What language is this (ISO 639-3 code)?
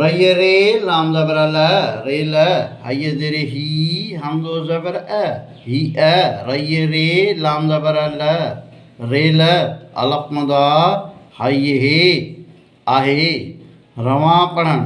snd